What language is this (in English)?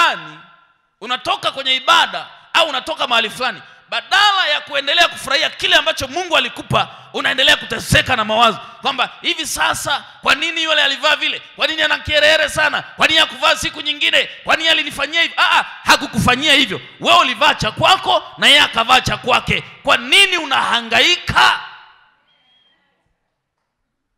Swahili